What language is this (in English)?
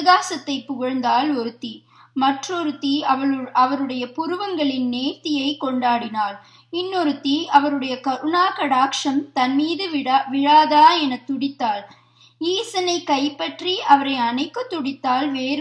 Tamil